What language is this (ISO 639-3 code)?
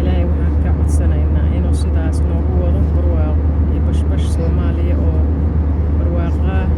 som